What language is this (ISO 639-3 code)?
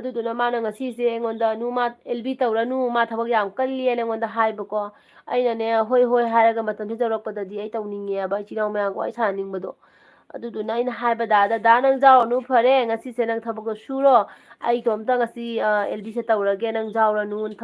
mni